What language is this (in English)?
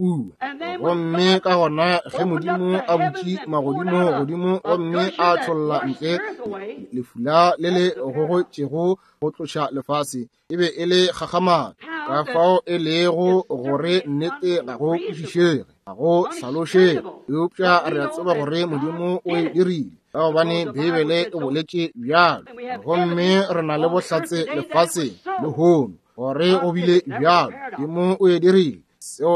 Northern Sotho